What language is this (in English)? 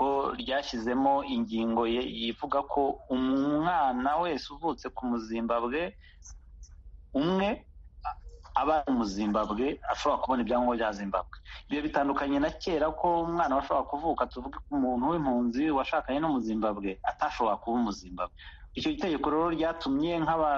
Kinyarwanda